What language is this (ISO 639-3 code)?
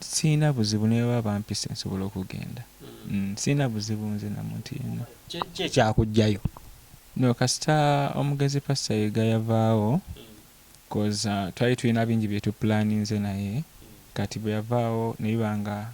lug